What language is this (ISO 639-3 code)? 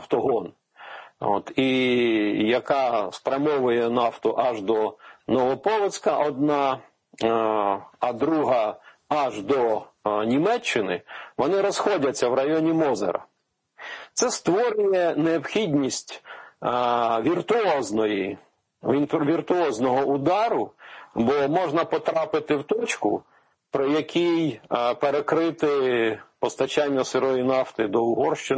ukr